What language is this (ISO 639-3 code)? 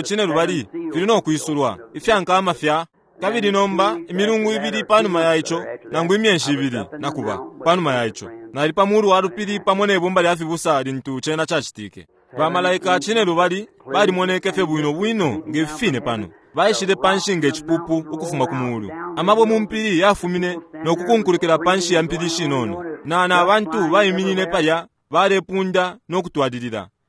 bem